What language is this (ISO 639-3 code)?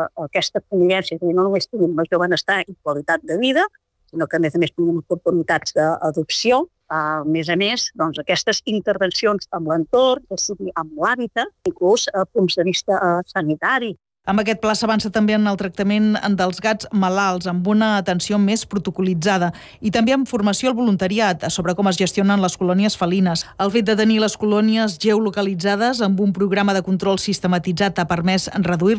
cat